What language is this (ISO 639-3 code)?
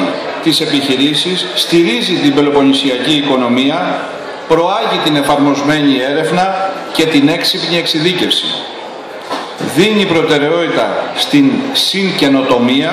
ell